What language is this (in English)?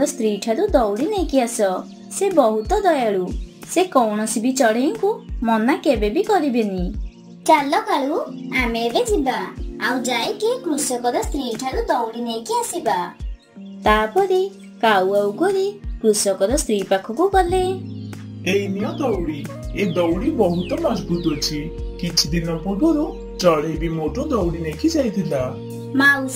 Odia